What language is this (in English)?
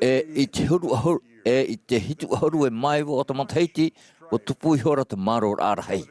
Tahitian